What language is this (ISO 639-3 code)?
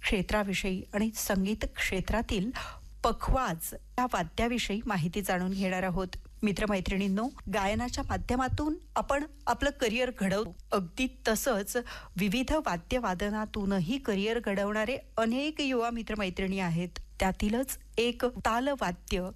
mar